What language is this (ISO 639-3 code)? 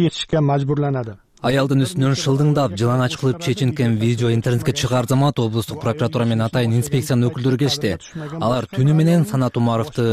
kir